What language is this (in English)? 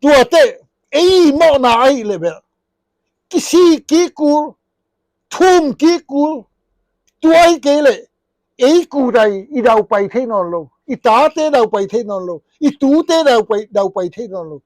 Tedim Chin